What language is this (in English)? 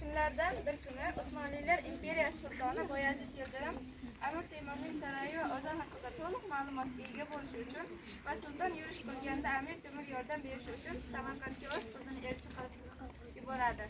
Uzbek